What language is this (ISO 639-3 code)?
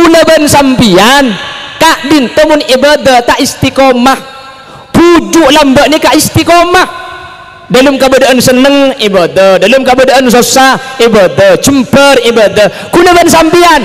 mad